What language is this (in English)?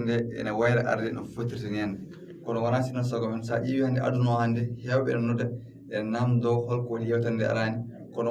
Fula